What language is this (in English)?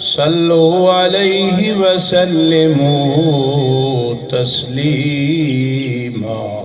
Saraiki